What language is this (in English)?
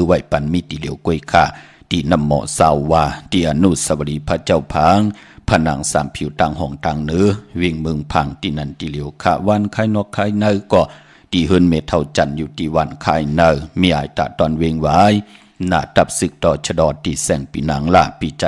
Shan